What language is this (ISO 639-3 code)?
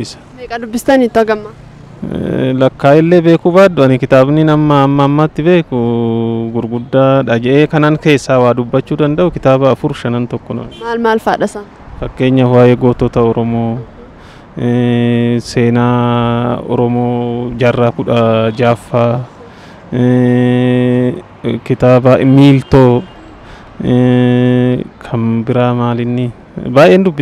orm